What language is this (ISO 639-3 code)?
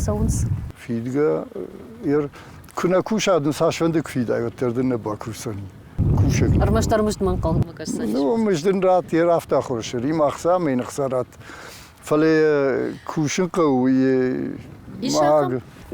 oss